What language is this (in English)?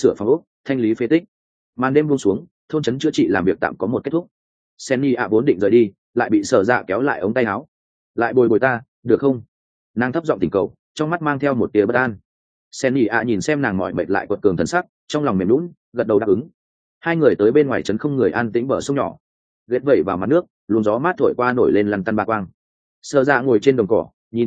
Vietnamese